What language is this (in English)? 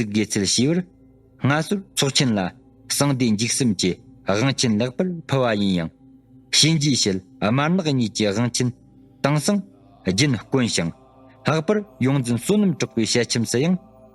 Tibetan